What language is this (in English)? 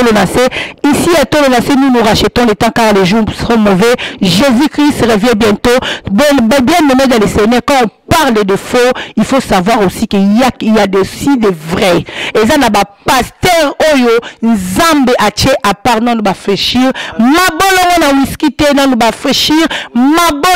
Lingala